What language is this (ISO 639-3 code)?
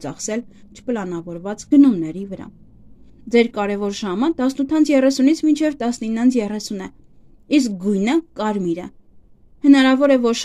hye